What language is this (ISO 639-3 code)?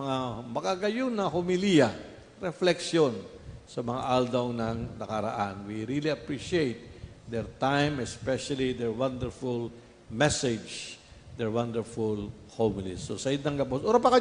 bik